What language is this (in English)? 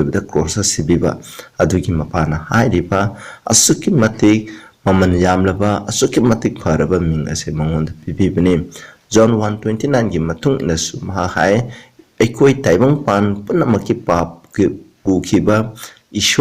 Manipuri